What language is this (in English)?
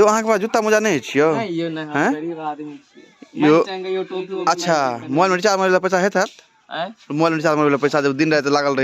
Maithili